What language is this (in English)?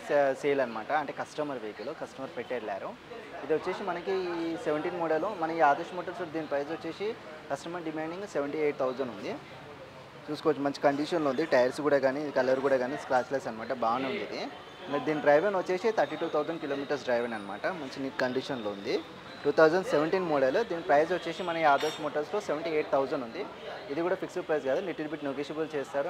Telugu